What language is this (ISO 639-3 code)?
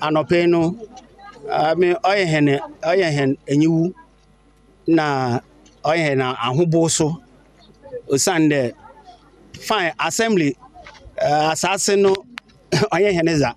aka